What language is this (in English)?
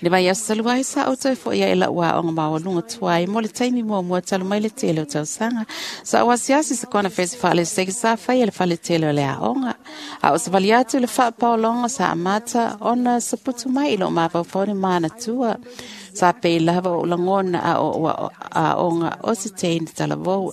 Samoan